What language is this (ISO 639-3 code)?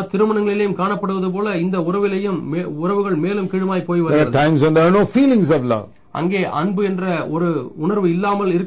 tam